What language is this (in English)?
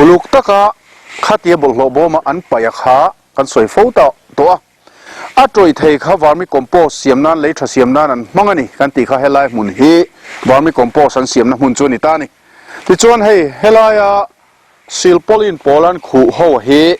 Mizo